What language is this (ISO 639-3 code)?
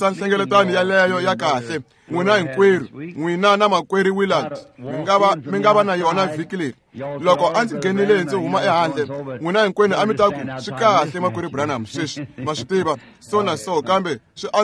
tso